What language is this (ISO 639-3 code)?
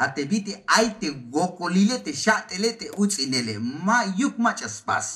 tzh